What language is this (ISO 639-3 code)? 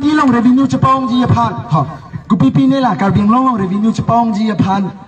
mjw